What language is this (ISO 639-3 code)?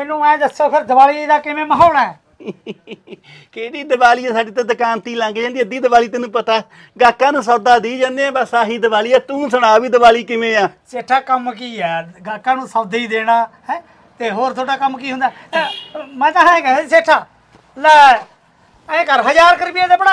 pan